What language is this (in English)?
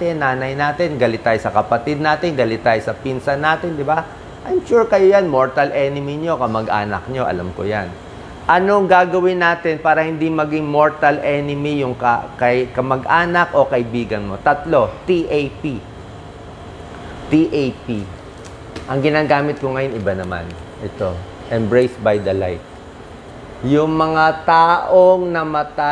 Filipino